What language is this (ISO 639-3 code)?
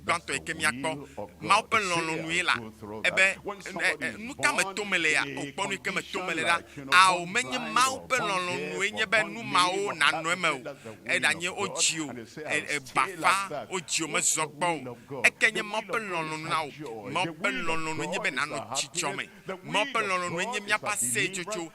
ewe